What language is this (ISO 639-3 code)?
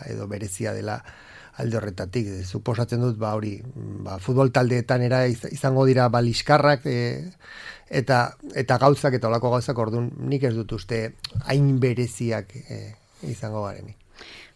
eus